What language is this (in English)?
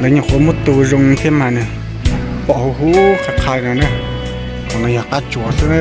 Hmong